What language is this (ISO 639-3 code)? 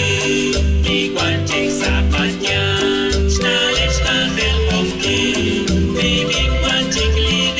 kek